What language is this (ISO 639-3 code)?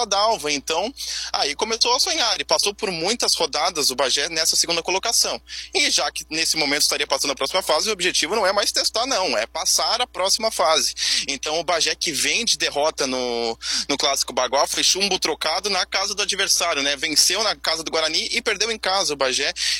por